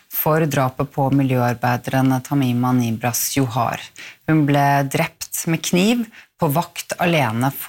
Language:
Norwegian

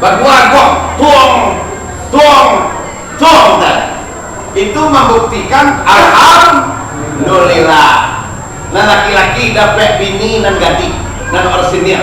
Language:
Minangkabau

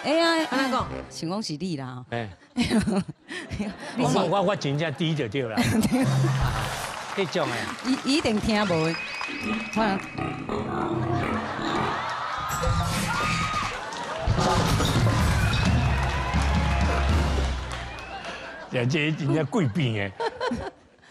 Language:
Chinese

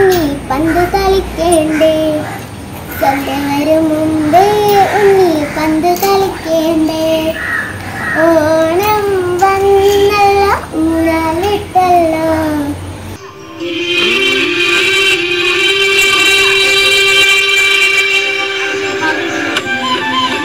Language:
Malayalam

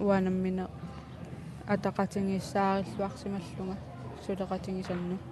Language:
Kalaallisut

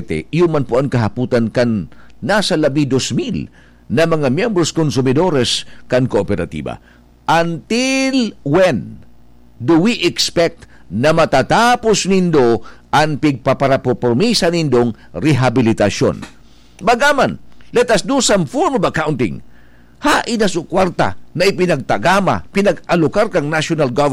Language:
Bikol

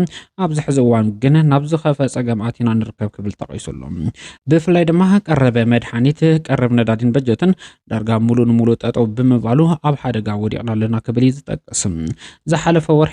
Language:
Tigrinya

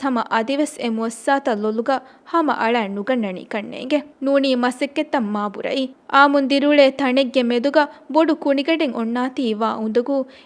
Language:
Divehi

